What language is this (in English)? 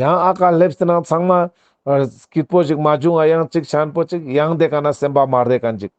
Ladakhi